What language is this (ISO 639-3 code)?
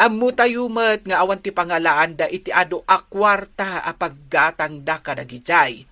ilo